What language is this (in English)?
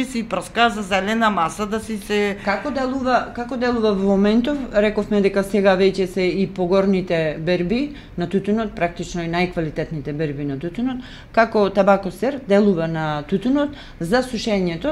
Macedonian